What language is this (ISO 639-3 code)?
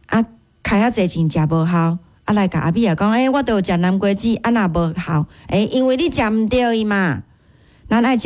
nan